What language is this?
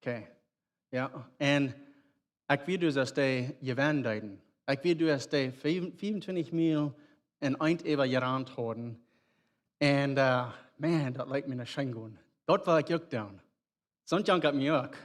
Plautdietsch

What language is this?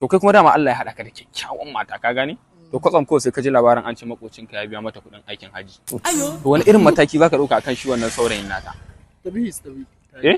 Hausa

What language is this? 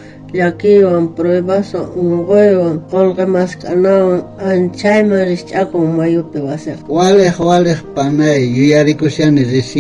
South Bolivian Quechua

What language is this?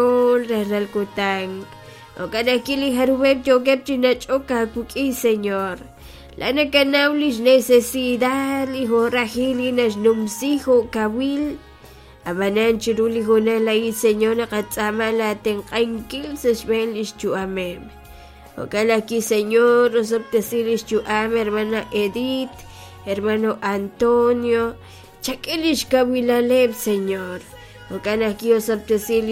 Kekchí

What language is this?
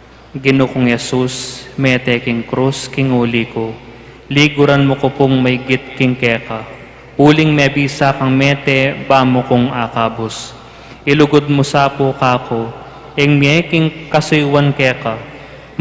Pampanga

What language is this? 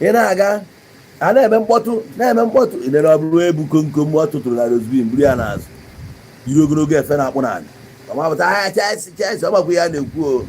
Igbo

